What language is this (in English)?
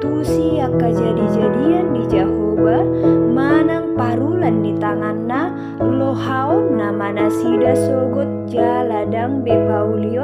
Batak Toba